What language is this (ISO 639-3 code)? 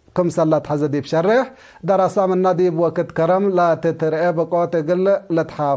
tig